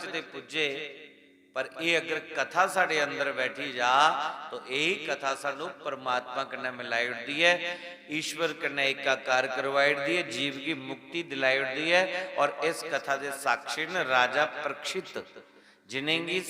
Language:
Dogri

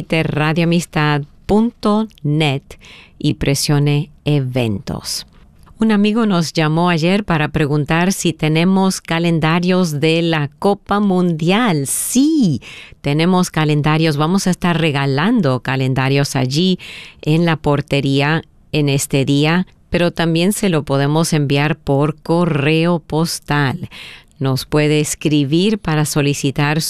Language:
Spanish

